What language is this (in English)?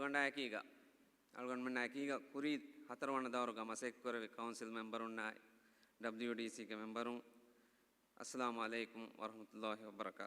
Divehi